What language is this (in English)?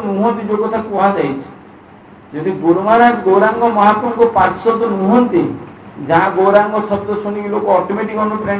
Odia